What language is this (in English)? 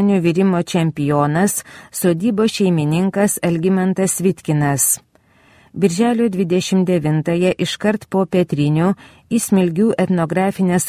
Lithuanian